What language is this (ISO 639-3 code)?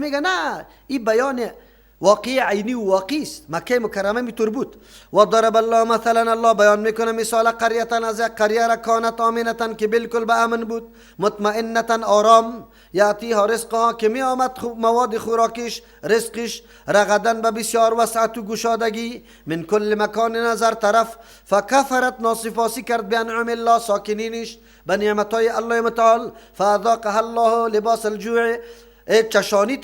fas